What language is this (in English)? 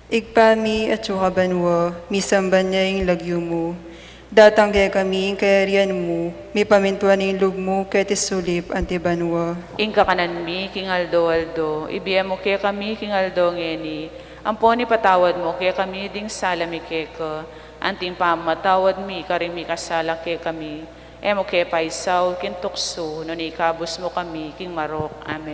Pampanga